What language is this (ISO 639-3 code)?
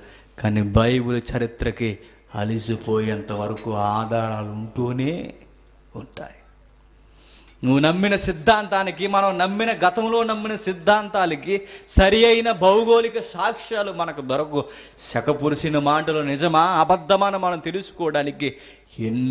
tel